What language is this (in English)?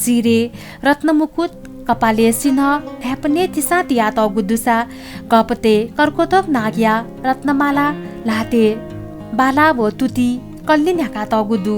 Newari